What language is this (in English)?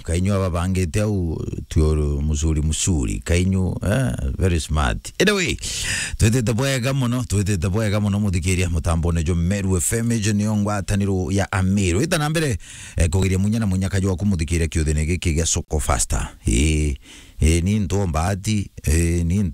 Meru